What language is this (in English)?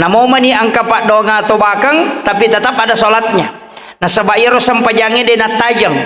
Buginese